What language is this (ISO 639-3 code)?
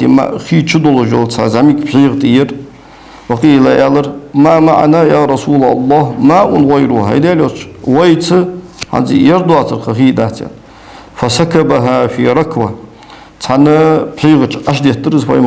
inh